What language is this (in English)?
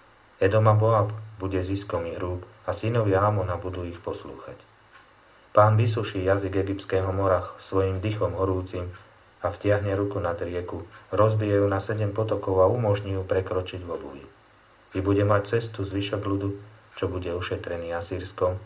Slovak